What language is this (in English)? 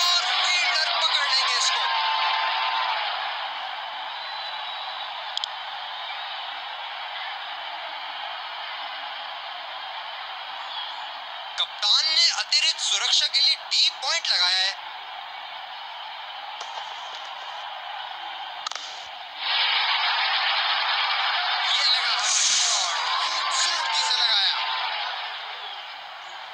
Hindi